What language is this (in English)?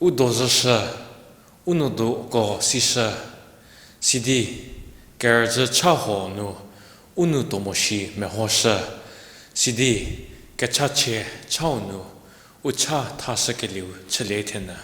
Angami Naga